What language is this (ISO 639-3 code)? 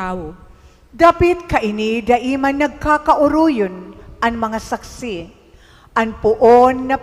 bik